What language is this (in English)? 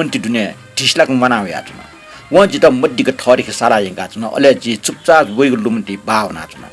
Newari